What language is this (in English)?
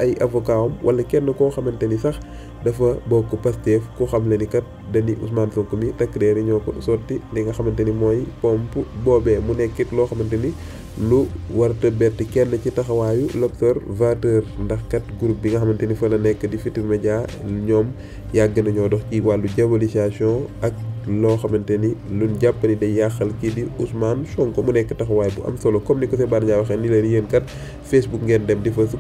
Wolof